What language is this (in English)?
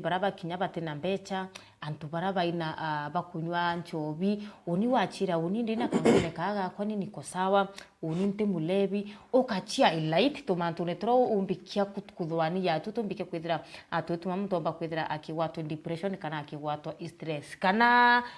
Meru